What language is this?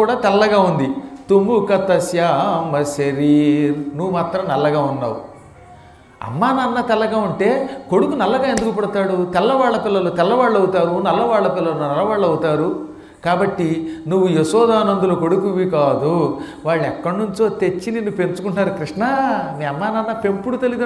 Telugu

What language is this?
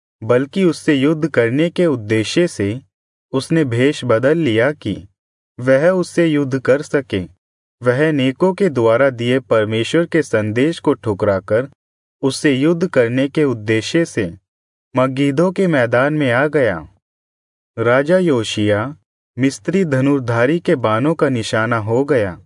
Hindi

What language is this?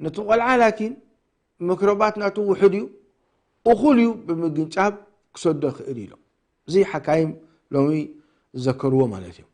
Tigrinya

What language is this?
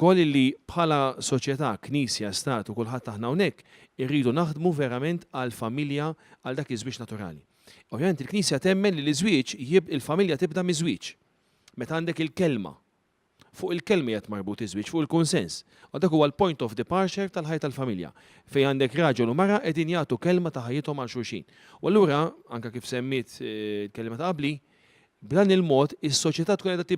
Maltese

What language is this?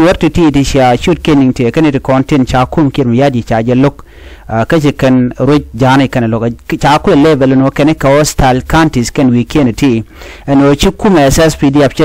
Nuer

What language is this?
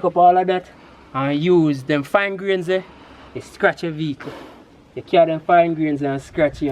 Jamaican Creole English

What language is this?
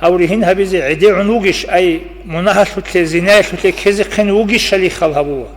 Avaric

